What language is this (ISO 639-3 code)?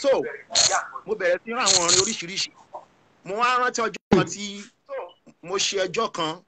yor